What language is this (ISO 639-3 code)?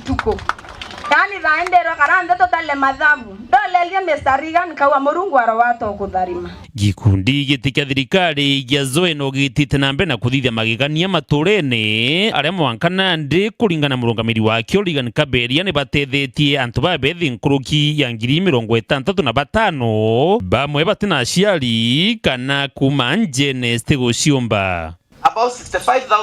mer